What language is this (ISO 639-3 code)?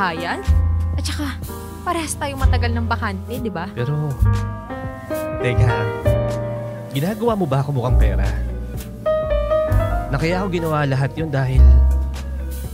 fil